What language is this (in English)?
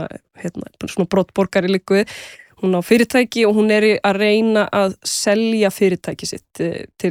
Icelandic